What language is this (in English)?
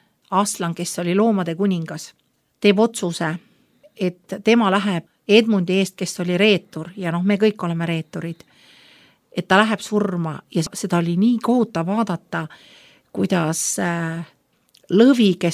Estonian